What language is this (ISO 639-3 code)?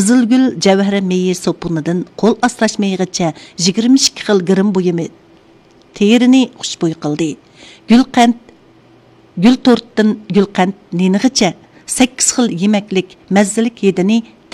uig